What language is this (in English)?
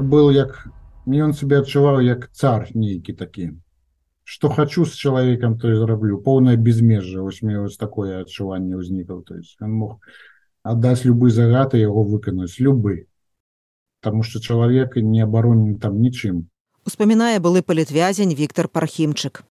Belarusian